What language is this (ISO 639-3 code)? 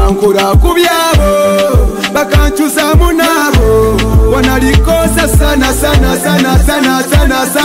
nyo